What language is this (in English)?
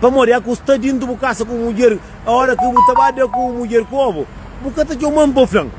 Kabuverdianu